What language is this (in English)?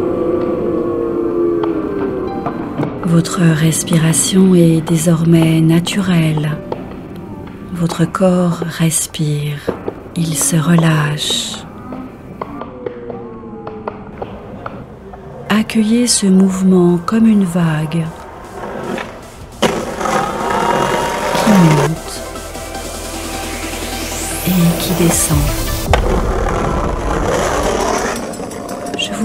French